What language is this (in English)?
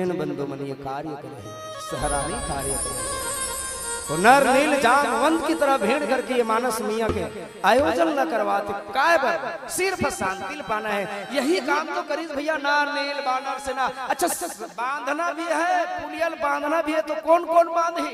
Chhattisgarhi